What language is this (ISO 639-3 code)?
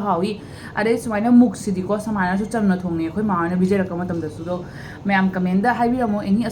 mni